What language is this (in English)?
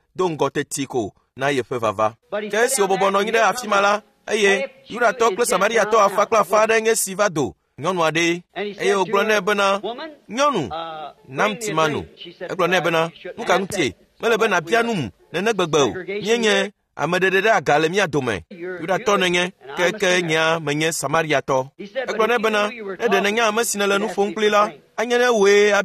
Ewe